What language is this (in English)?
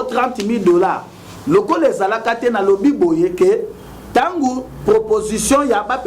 Lingala